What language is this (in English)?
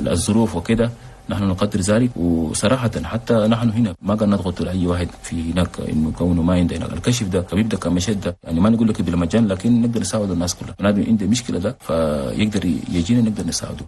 Chadian Arabic